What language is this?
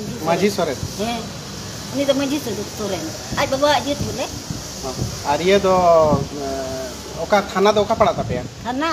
Santali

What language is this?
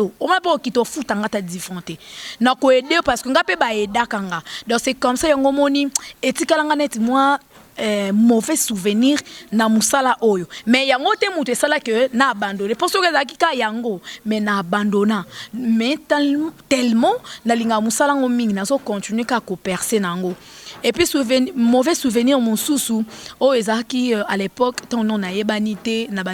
Lingala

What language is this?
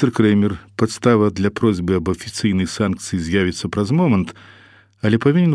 Belarusian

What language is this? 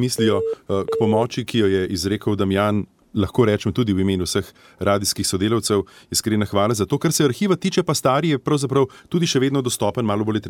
Slovenian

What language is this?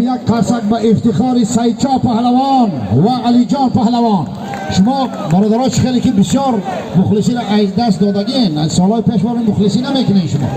Tajik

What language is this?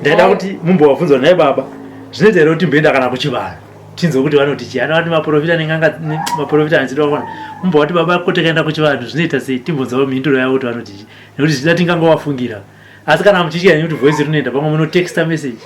Shona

